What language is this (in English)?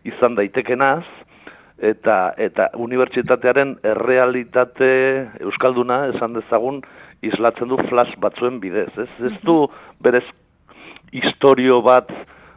Basque